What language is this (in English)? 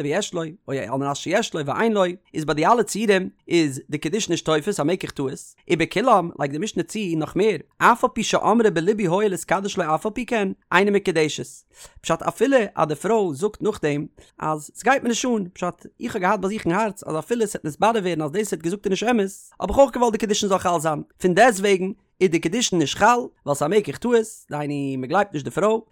Yiddish